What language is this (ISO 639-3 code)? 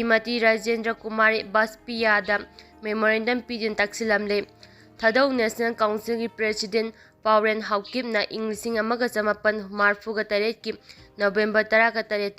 mni